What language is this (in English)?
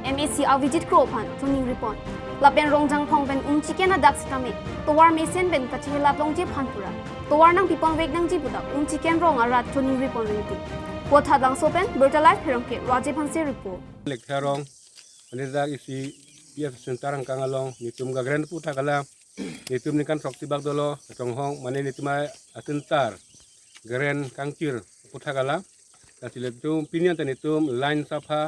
Karbi